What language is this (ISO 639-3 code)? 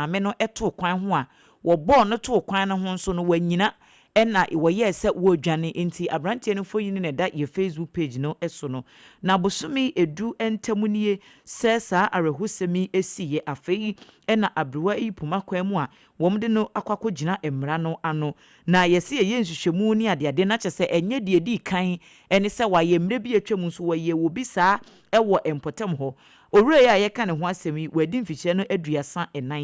aka